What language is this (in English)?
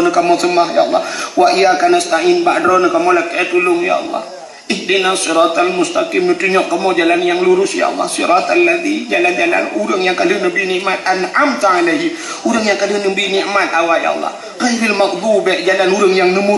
Achinese